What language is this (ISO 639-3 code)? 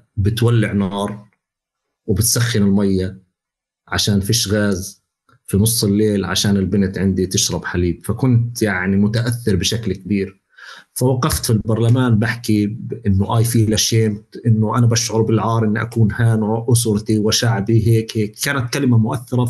apc